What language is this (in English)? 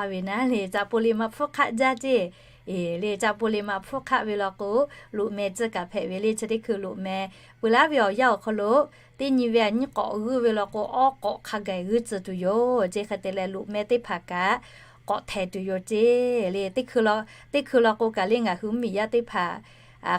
Lahu